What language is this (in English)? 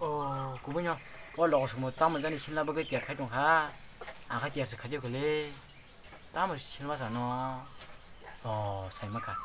Kok Borok